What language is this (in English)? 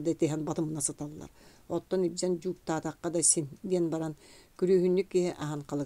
Yakut